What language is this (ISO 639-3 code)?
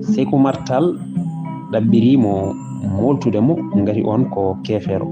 ful